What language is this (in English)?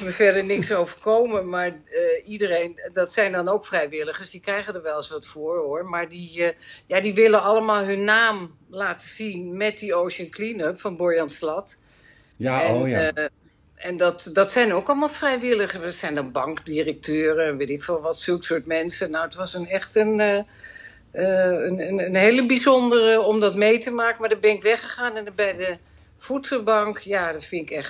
Dutch